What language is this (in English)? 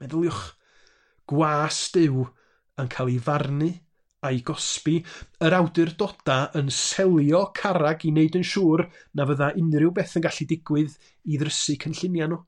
Welsh